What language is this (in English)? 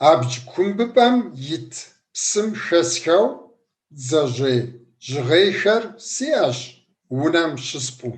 Kabardian